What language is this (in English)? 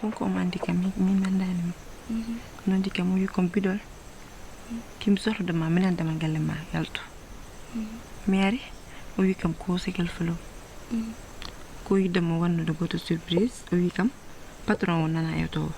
Fula